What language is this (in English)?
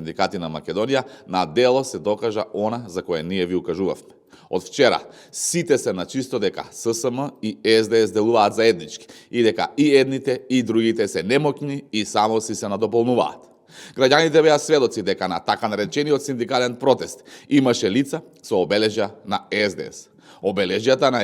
Macedonian